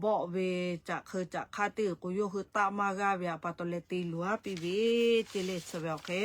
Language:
Lahu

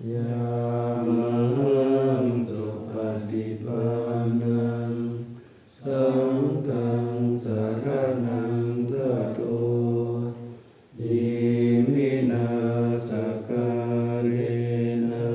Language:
Pali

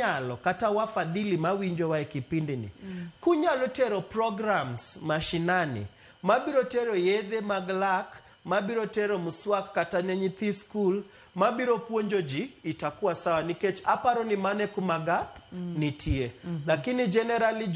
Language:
Luo (Kenya and Tanzania)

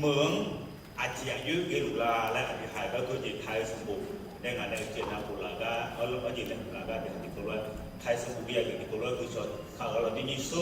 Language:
Akha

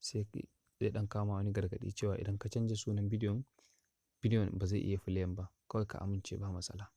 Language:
Hausa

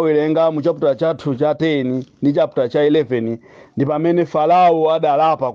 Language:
Nyanja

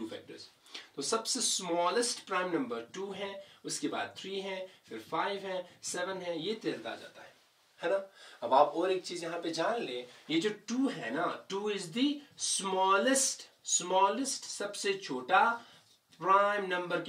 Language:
Hindi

